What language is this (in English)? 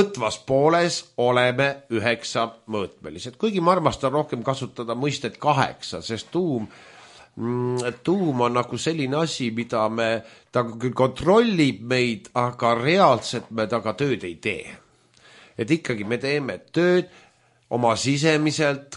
Estonian